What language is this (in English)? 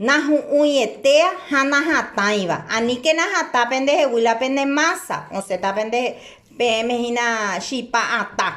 Guarani